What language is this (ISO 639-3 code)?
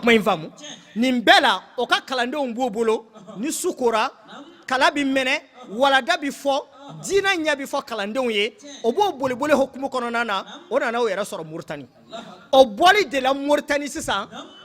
bam